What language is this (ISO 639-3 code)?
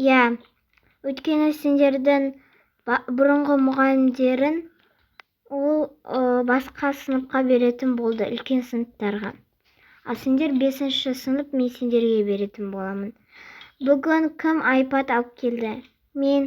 kaz